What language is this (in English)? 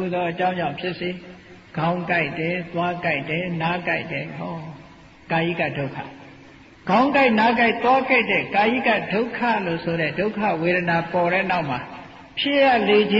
Burmese